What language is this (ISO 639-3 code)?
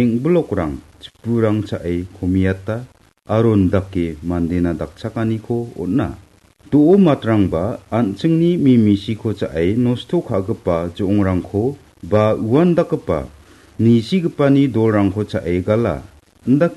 grt